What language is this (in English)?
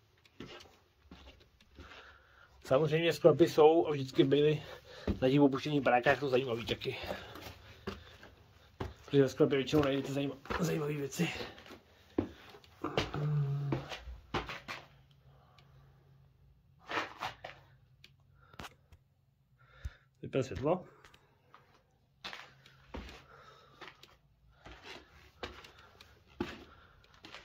Czech